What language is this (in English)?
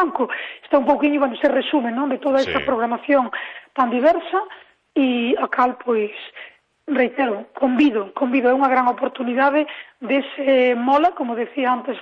Galician